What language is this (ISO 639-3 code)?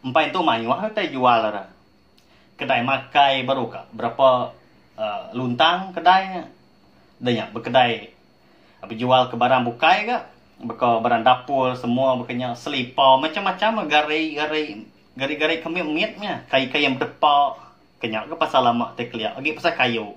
iba